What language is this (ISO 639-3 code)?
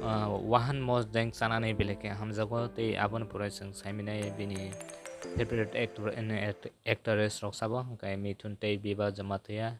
trp